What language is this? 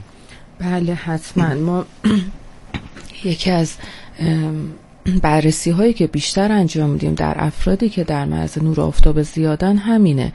Persian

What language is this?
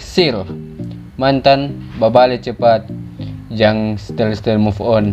Manado Malay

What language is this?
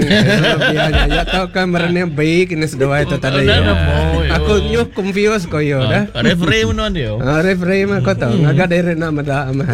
Iban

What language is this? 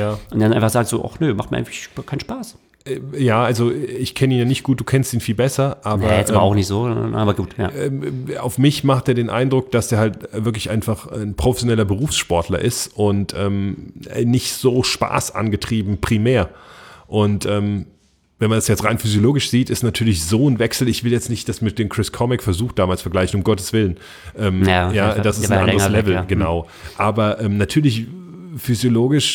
German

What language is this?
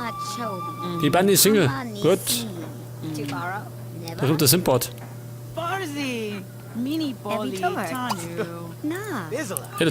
Bavarian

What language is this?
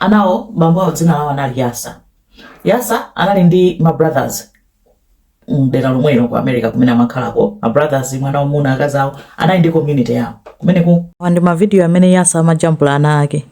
Nyanja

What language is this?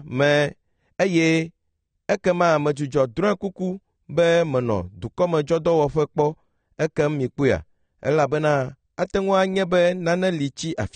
Ewe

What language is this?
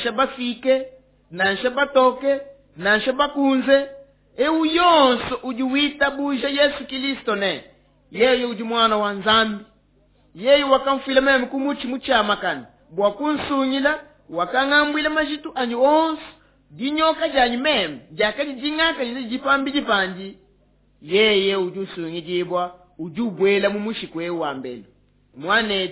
Luba-Lulua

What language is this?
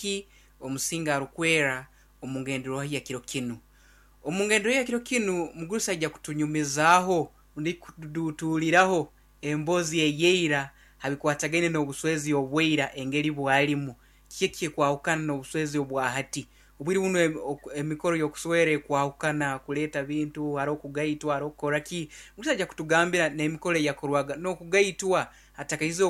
Nyoro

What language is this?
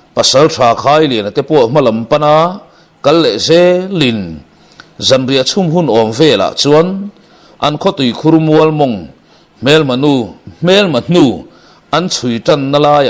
Mizo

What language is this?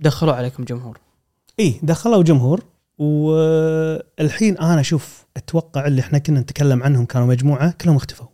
Gulf Arabic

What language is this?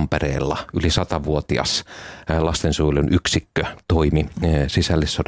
Finnish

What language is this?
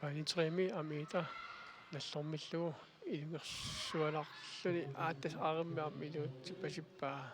Kalaallisut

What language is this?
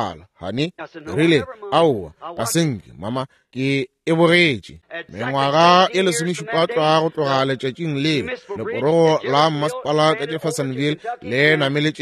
Northern Sotho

